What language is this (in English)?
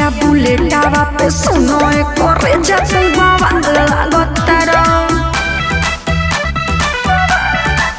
Bhojpuri